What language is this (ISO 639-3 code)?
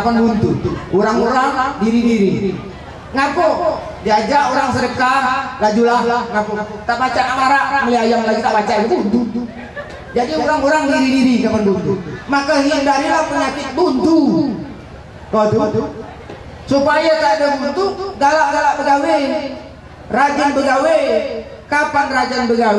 mui